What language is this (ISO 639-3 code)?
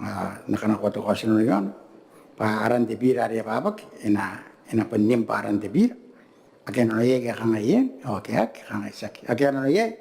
gil